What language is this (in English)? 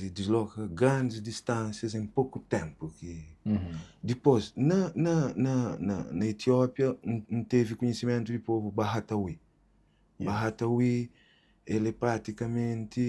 Kabuverdianu